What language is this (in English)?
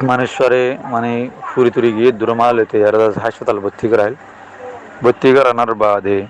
Rohingya